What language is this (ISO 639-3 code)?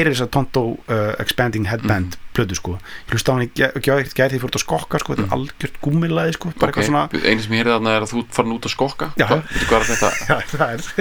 isl